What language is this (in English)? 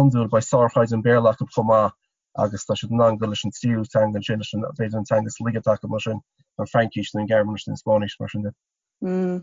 Irish